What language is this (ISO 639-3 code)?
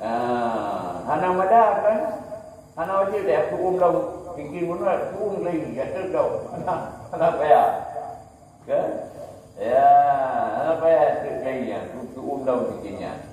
ace